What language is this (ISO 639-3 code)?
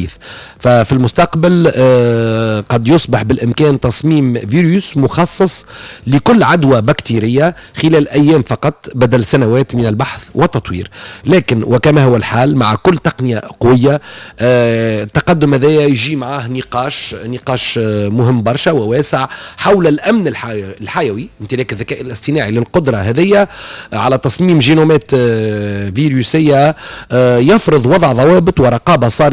aeb